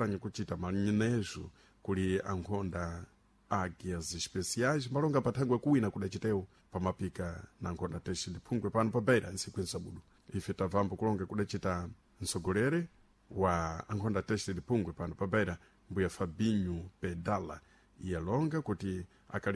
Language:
Sena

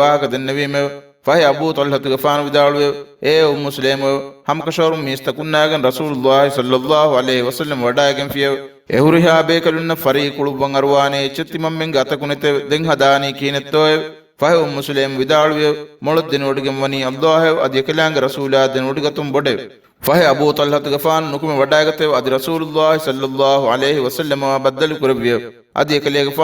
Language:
Divehi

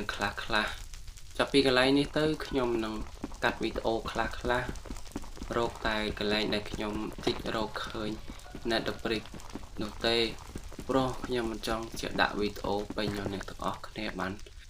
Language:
Khmer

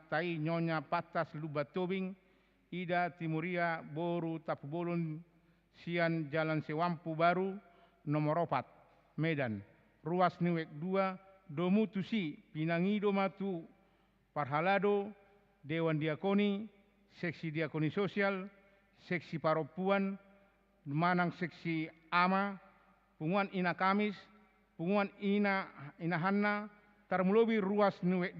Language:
Batak Toba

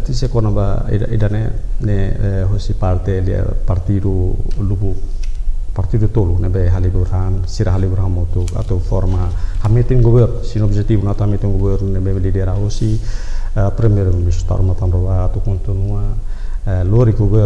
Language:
Tetum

